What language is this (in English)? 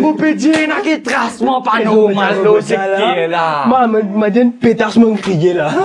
Morisyen